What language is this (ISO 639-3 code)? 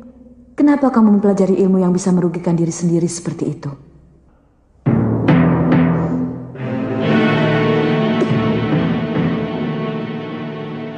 ind